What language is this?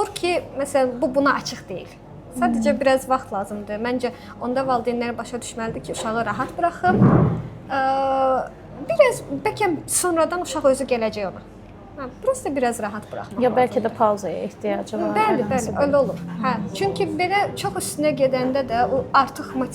Azerbaijani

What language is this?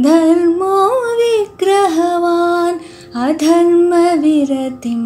Sanskrit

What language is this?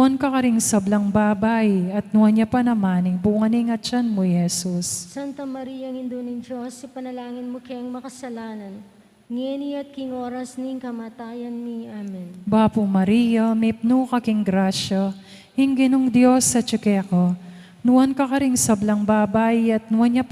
Pampanga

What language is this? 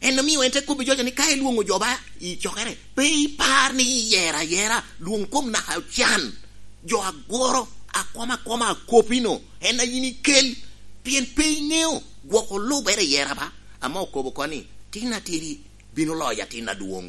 Lango (Uganda)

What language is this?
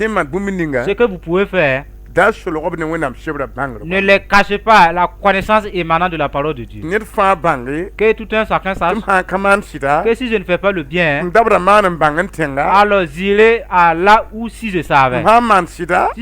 Mossi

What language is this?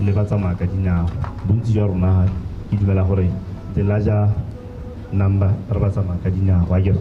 Tswana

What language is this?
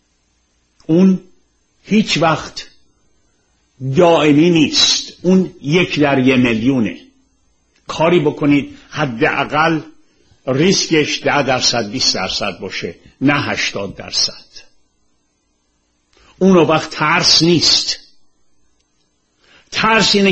Persian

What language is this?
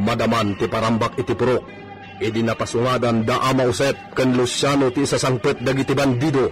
Iloko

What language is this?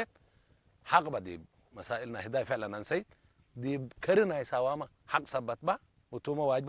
Tigre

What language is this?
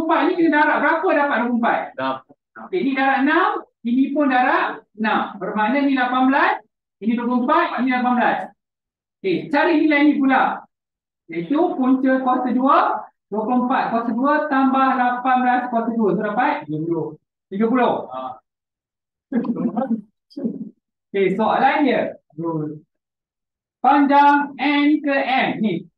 Malay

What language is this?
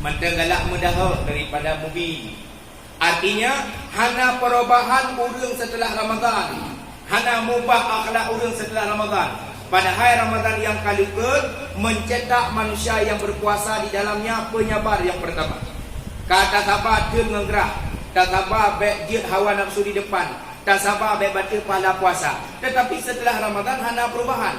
Achinese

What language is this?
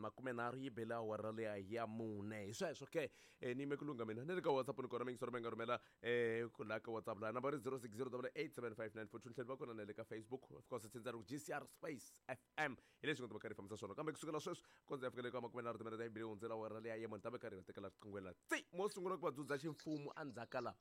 Tsonga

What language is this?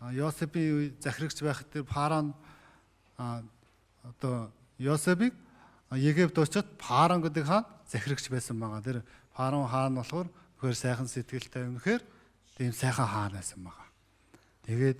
Mongolian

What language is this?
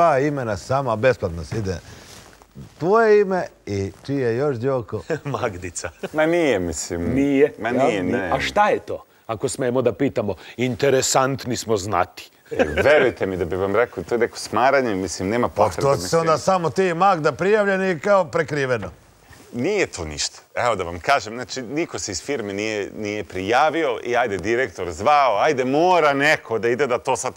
Serbian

